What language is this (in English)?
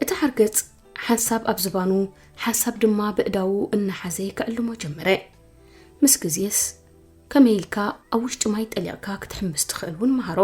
Tigrinya